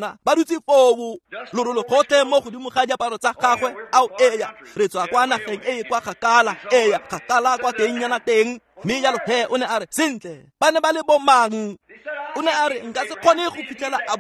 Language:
Tswana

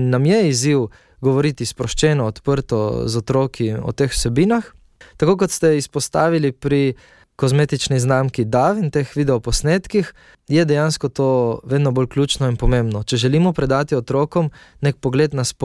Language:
Slovenian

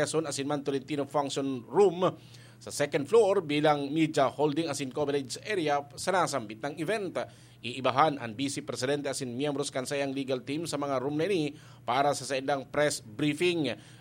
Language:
Bikol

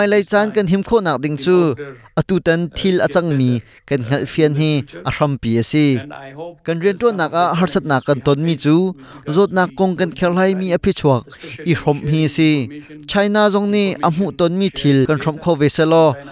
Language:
Hakha Chin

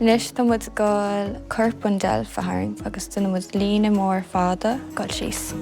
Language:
Irish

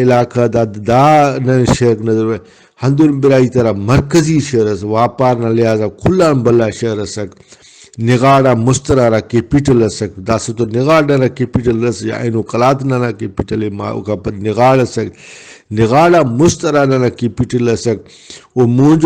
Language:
Brahui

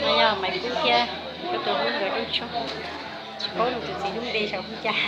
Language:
Hmong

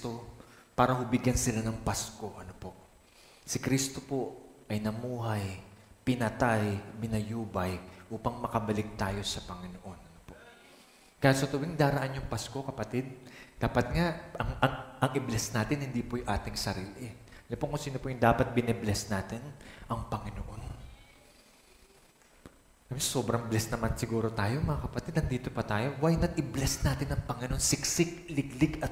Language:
Filipino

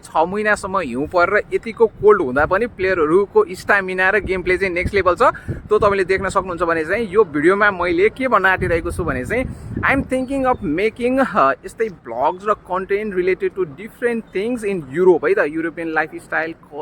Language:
Nepali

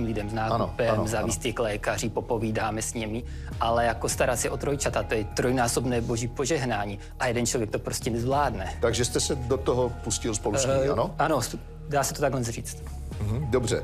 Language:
Czech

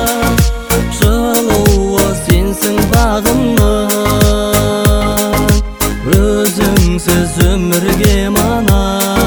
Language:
Kazakh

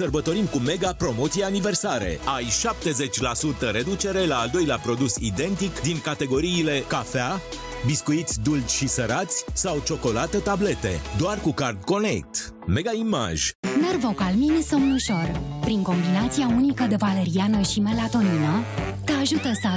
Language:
Romanian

